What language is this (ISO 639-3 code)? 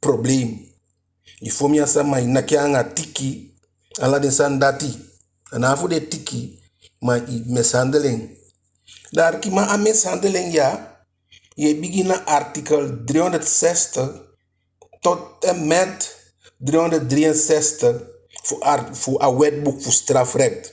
djk